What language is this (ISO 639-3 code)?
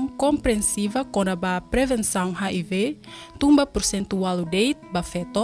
tet